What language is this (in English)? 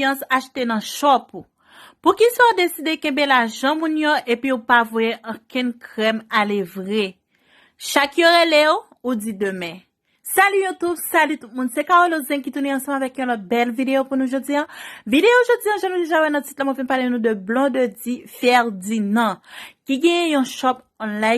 Haitian Creole